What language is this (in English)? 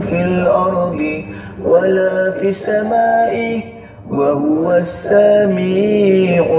Arabic